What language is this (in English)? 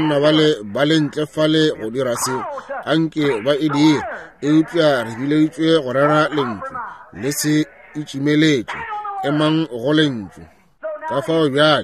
Northern Sotho